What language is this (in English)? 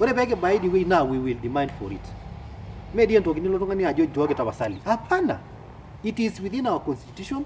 Masai